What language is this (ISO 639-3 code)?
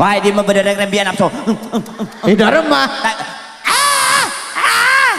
mad